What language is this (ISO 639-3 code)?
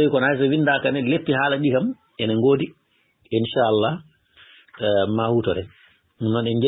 ful